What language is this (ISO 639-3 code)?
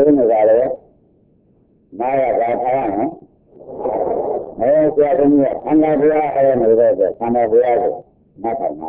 mya